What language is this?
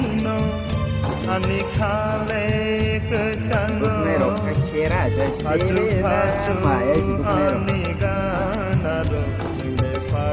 Kok Borok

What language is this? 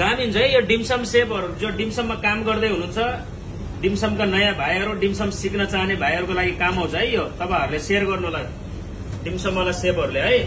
Nepali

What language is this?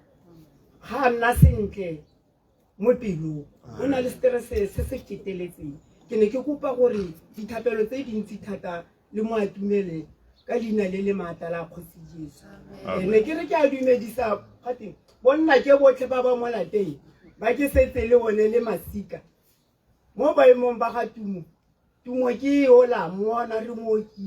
Tswana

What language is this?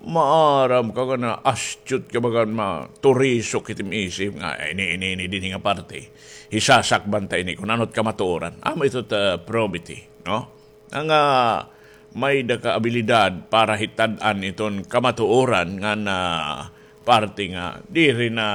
Waray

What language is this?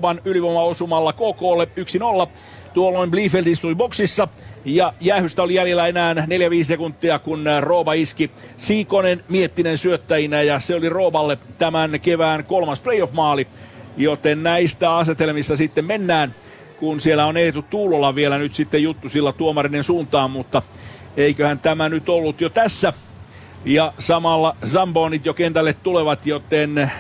Finnish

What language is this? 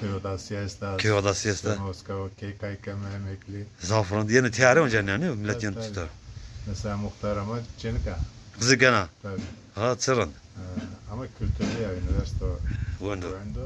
Zaza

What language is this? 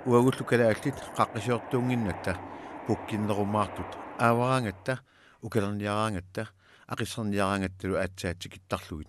Kalaallisut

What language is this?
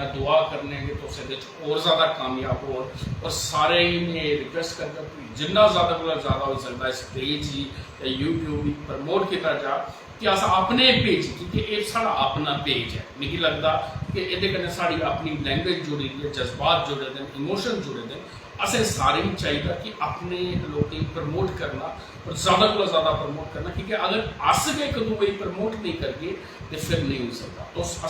Dogri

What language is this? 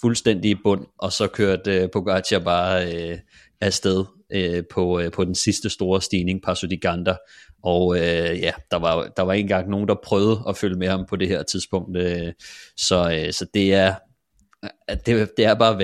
Danish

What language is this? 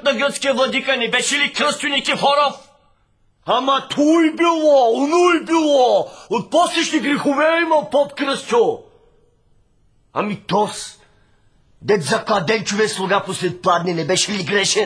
Bulgarian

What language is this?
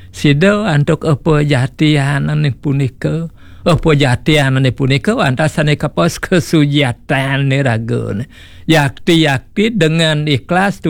Balinese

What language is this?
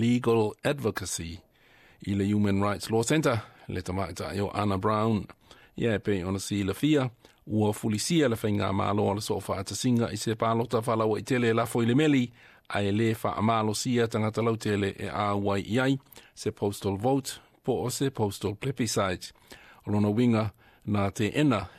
Samoan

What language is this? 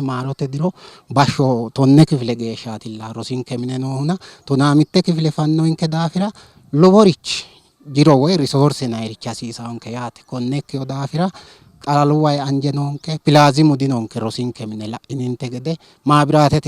Sidamo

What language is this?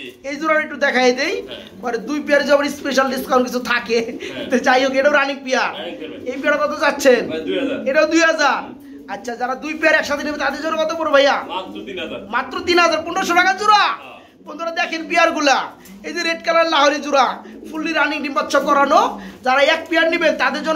Bangla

